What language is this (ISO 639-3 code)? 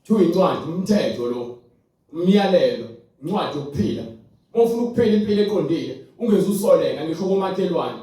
zul